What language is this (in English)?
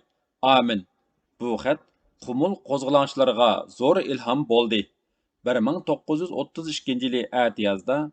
Uyghur